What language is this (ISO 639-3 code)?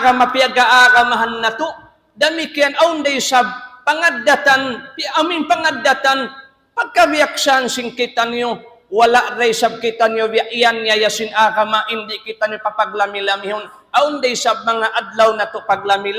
tsg